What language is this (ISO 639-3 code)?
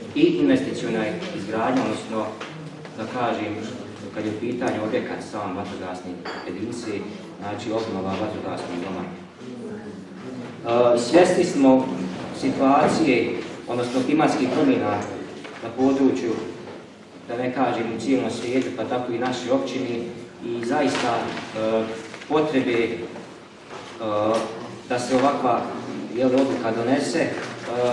bos